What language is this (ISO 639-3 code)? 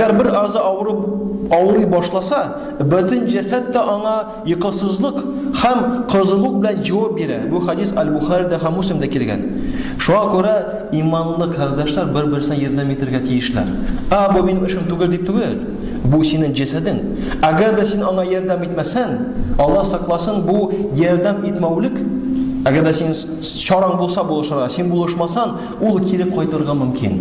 tat